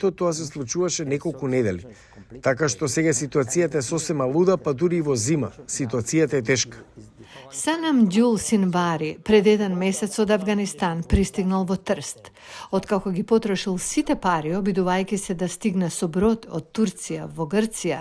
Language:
Macedonian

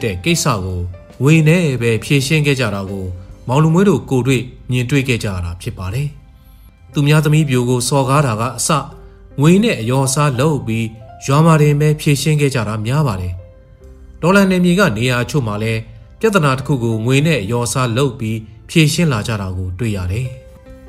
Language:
Burmese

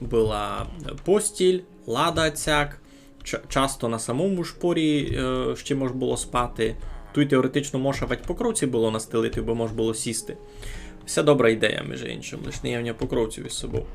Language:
Rusyn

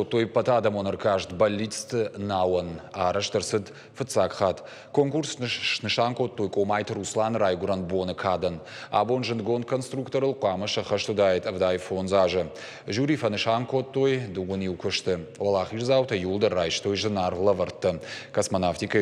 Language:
Ossetic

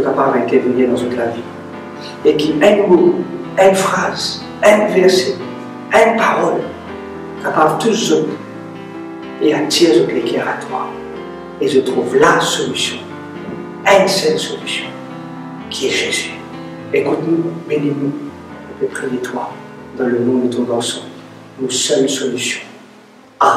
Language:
Morisyen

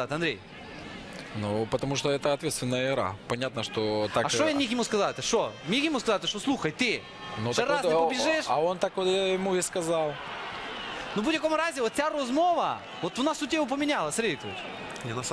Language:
Ukrainian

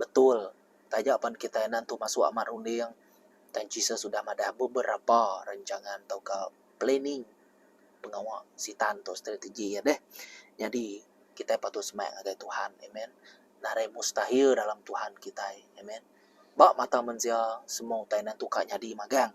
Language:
Iban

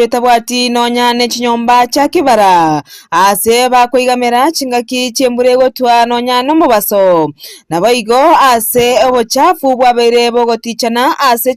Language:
Gusii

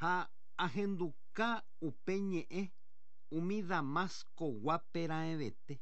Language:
Guarani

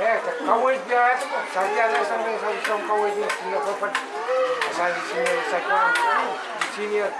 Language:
Pohnpeian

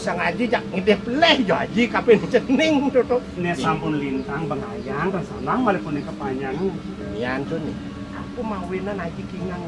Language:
Balinese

